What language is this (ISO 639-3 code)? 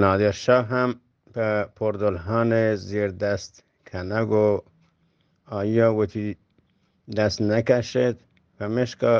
bgp